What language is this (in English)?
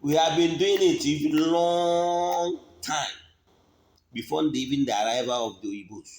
Igbo